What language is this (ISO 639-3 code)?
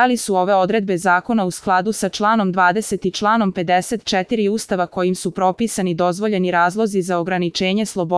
srp